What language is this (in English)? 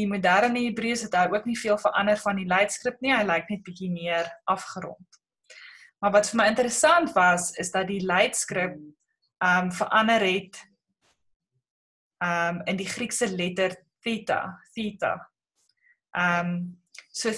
Afrikaans